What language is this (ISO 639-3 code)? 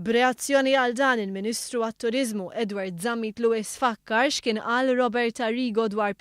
mlt